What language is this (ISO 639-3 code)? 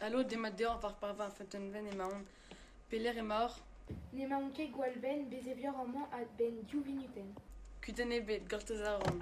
bre